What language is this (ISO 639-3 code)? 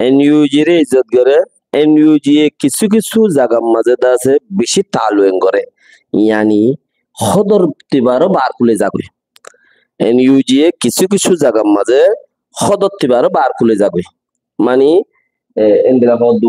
rhg